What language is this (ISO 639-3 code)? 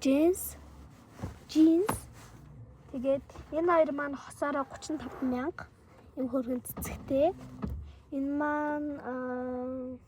mon